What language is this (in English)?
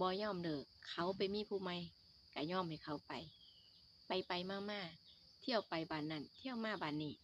Northeastern Thai